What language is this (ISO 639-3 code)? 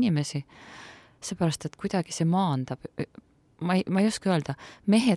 est